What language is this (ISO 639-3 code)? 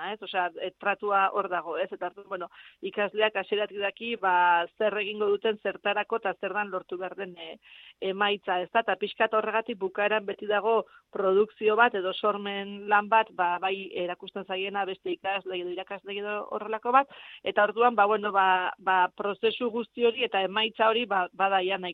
eus